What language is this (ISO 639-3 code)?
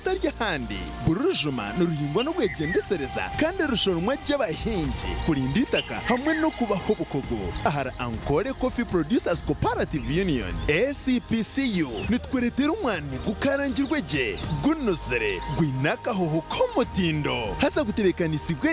nyn